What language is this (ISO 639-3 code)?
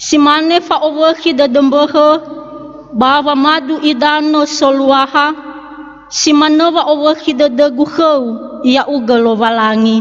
nia